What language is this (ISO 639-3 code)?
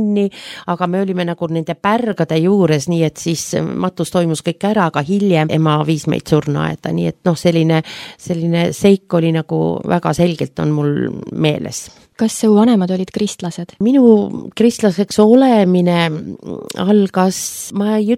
est